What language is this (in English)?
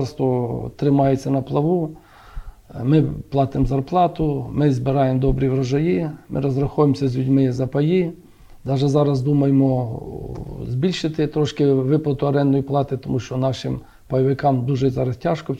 Ukrainian